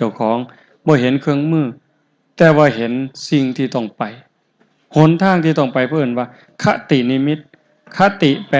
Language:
Northeastern Thai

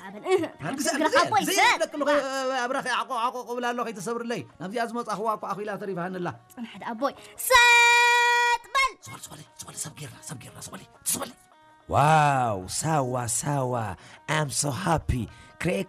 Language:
Tigrinya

